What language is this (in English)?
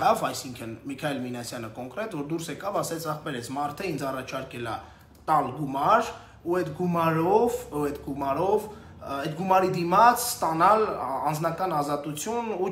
Armenian